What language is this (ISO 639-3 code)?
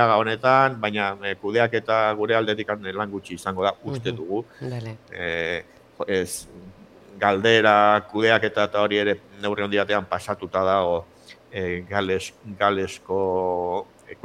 eus